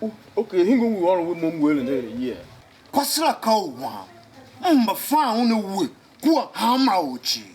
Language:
Tiv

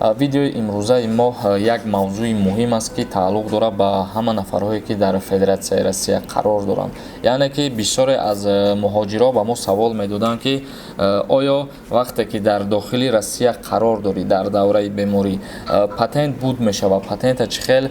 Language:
Tajik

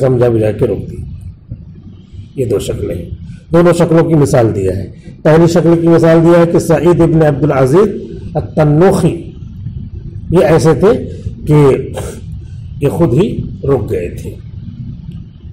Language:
Urdu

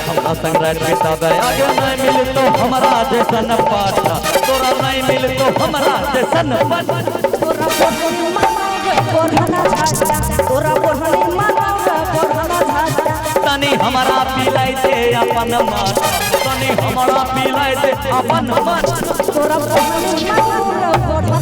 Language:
Maithili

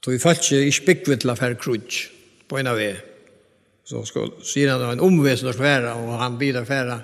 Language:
Faroese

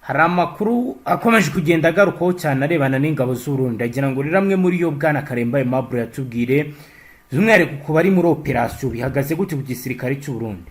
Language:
Kinyarwanda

